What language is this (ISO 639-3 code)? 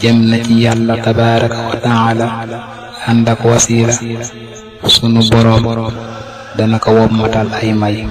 wol